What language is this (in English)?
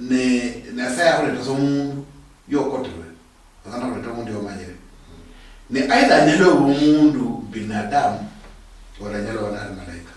Luyia